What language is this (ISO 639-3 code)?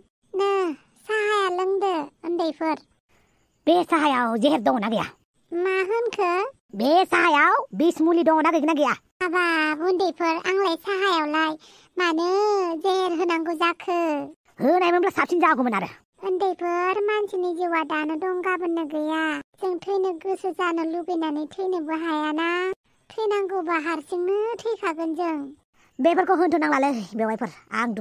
brx